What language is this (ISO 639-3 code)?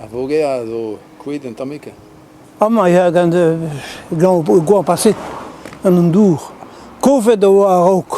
bre